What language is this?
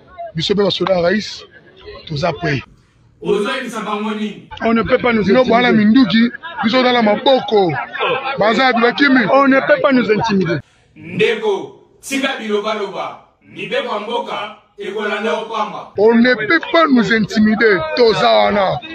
Lingala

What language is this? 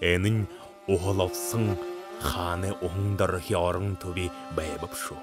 Buriat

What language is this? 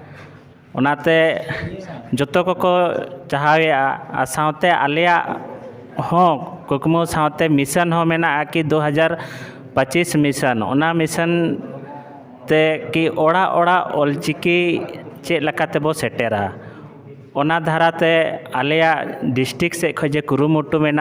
Santali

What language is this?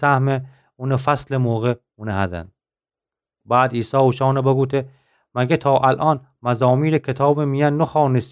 Gilaki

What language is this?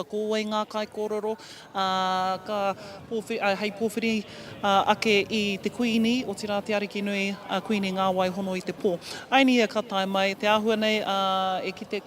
Māori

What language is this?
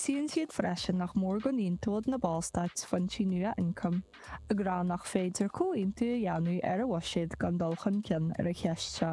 Irish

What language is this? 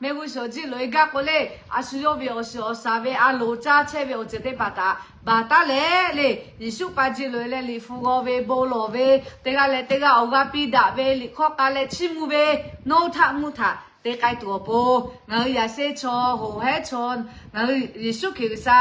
Lahu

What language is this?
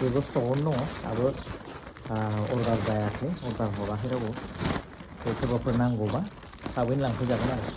Bodo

